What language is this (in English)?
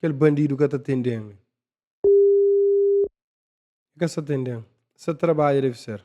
Kabuverdianu